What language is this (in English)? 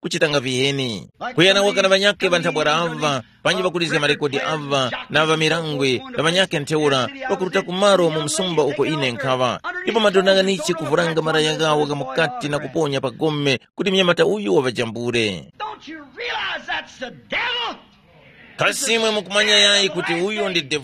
Tumbuka